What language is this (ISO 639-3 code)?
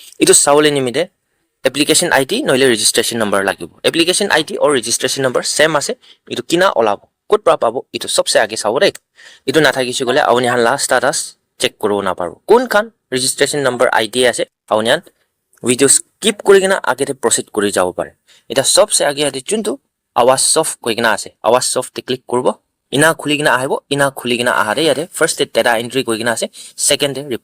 nag